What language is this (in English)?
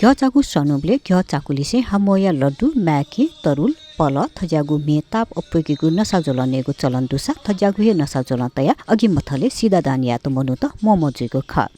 Newari